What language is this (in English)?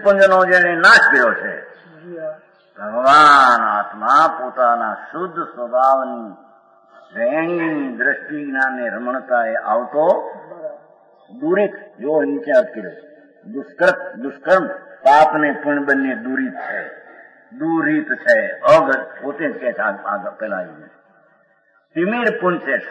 Gujarati